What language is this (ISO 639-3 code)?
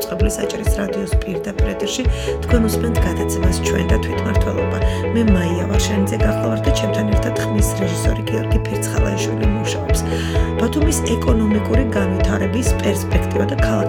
kat